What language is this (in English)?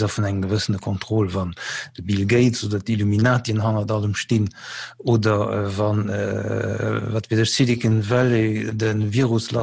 Luxembourgish